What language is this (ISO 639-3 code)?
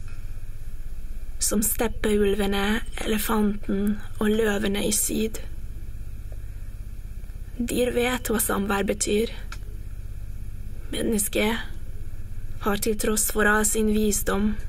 nor